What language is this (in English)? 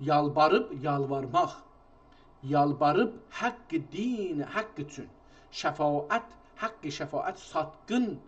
South Azerbaijani